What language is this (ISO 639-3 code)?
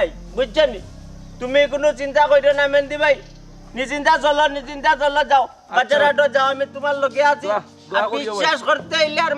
syl